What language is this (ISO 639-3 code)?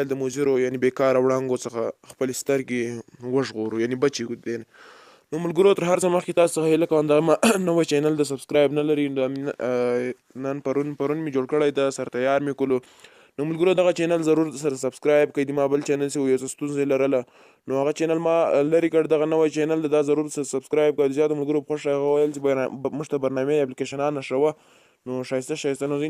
pus